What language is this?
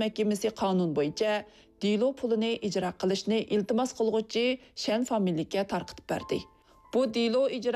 Uyghur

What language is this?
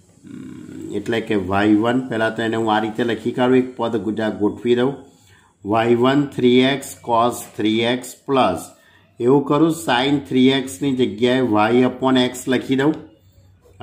Gujarati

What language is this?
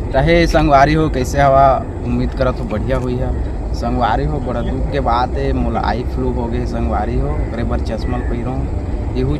Chhattisgarhi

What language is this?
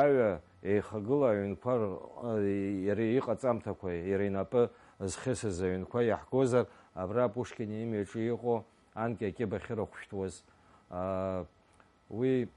Abkhazian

